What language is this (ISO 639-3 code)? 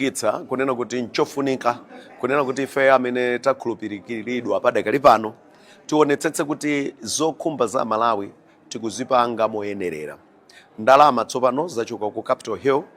nya